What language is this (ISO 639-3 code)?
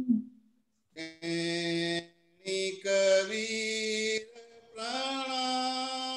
guj